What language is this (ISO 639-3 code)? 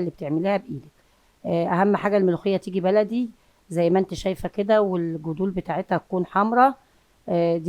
arz